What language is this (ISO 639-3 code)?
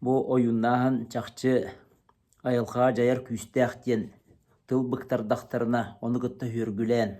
sah